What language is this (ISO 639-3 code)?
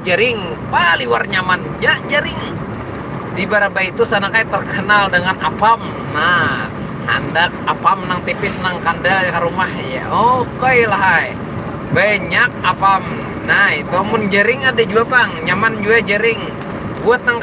bjn